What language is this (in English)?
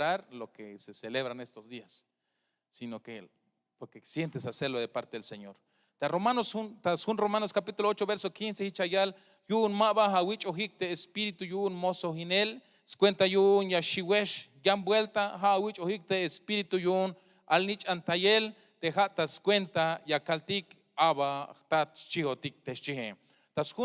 Tzeltal